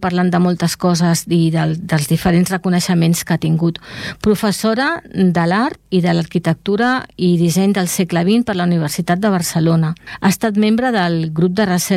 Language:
Catalan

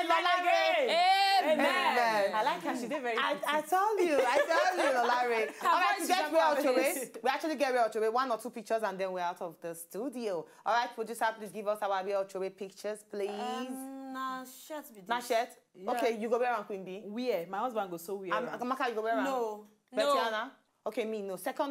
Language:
Nigerian Pidgin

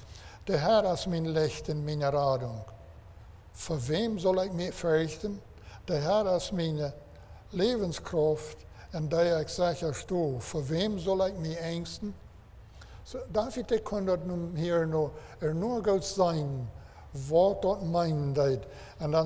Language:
Plautdietsch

